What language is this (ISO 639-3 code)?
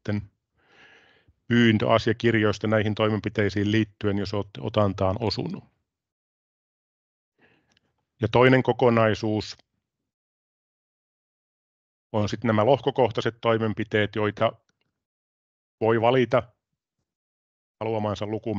fin